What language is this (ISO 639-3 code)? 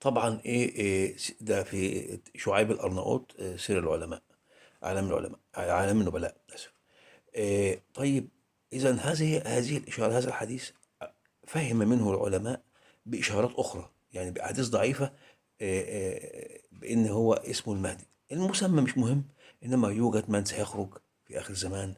arz